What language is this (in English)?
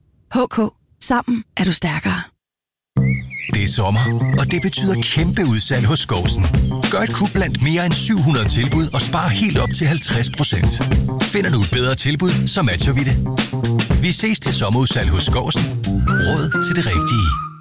Danish